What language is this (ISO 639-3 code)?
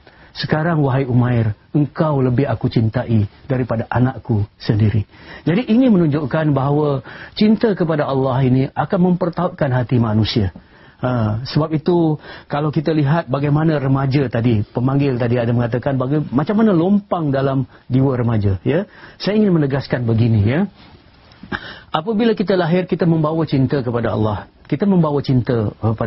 msa